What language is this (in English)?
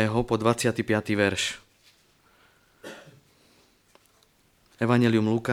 Slovak